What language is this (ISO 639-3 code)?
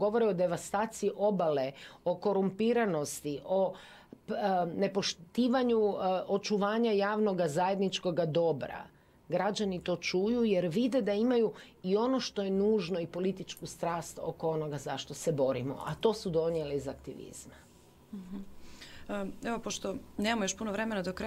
hrv